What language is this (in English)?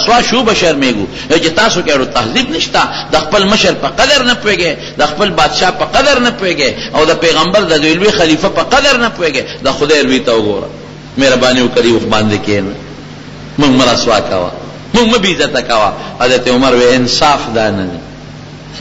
Pashto